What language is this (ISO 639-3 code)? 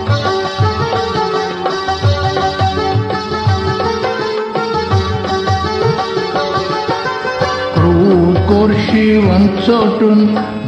kas